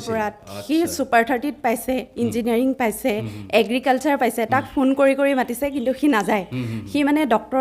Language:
Assamese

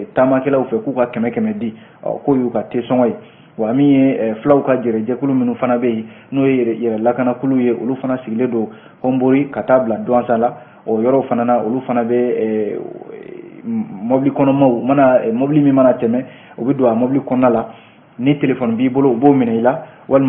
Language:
Bambara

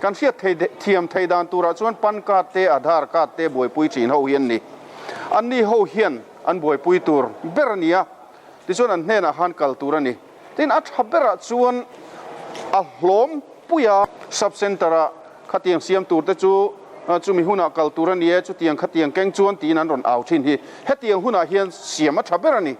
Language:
Mizo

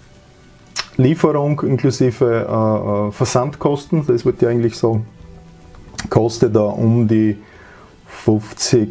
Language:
German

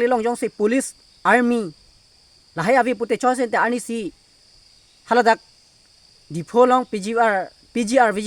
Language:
Karbi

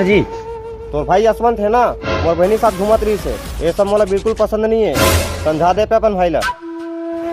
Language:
Chhattisgarhi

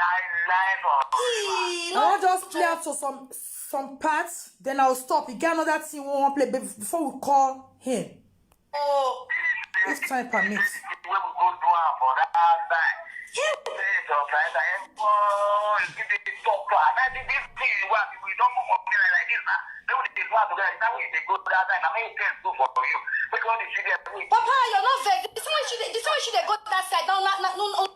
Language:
Nigerian Pidgin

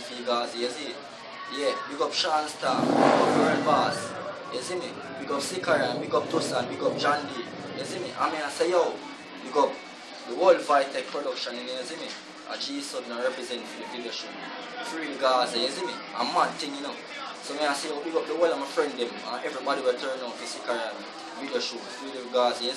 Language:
Jamaican Creole English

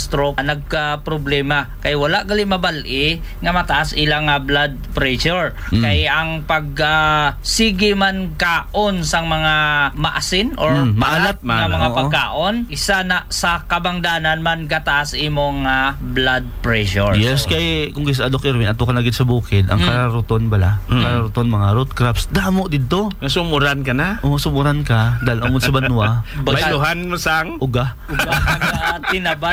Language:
Hiligaynon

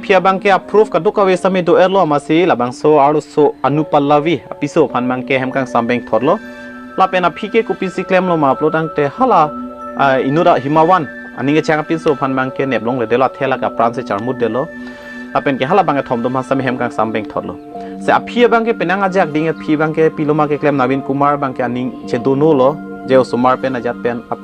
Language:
Karbi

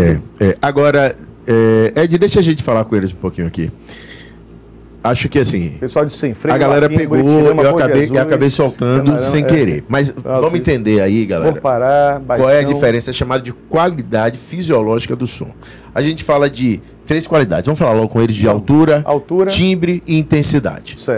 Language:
Portuguese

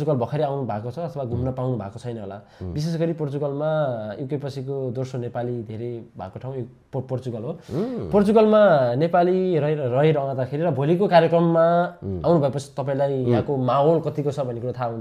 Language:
Nepali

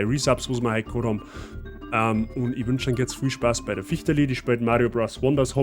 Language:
Bavarian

